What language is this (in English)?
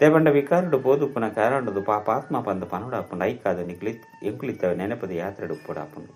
Tulu